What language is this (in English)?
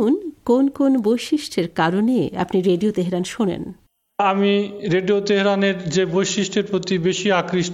Bangla